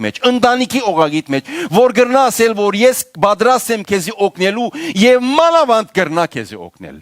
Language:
Western Armenian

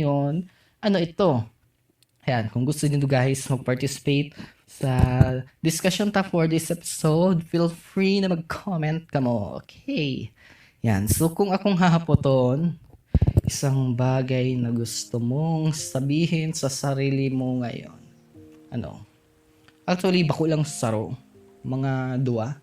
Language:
Bikol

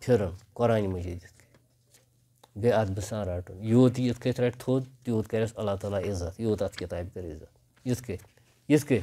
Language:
Kashmiri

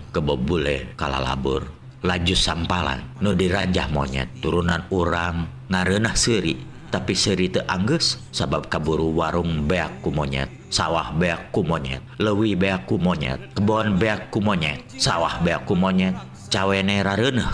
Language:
Sundanese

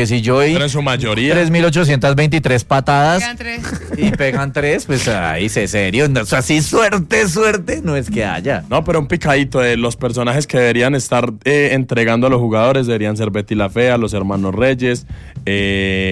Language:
Spanish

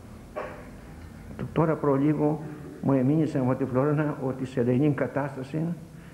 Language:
Greek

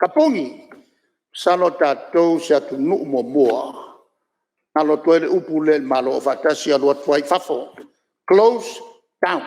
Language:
Samoan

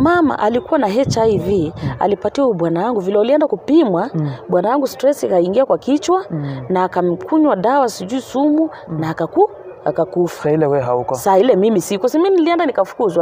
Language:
Swahili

